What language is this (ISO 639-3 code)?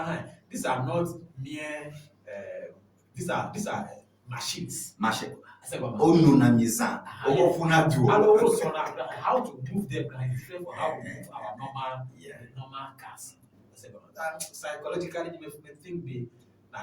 ewe